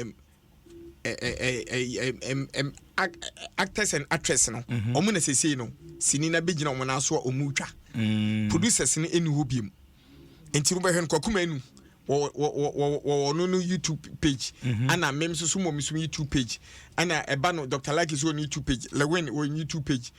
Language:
Akan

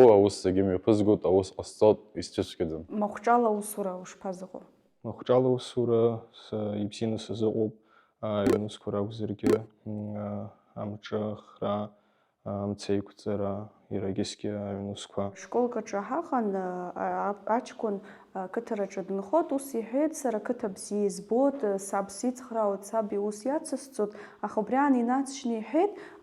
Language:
Abkhazian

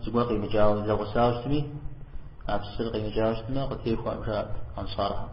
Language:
Kabardian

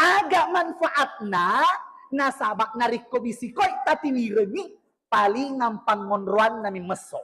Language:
Buginese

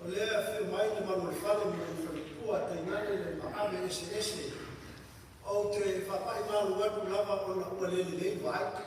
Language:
Samoan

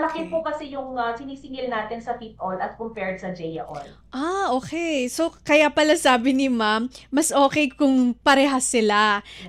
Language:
Filipino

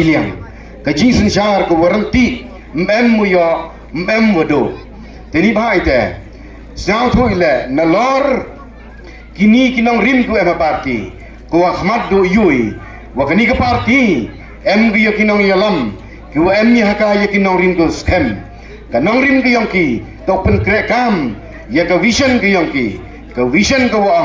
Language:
Pnar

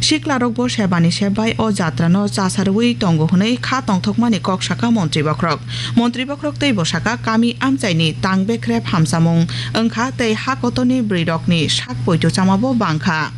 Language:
Kok Borok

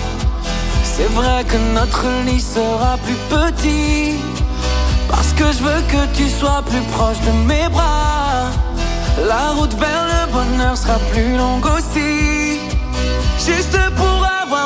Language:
French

